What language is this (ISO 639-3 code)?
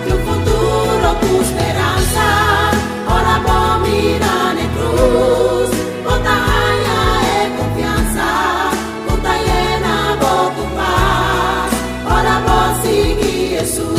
pap